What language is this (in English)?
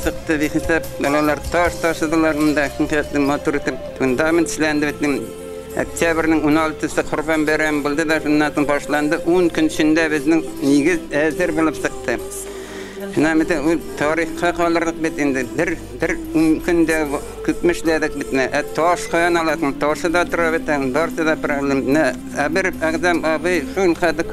Bashkir